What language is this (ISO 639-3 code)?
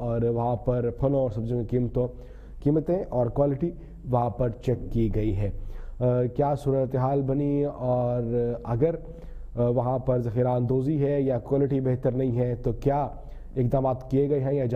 urd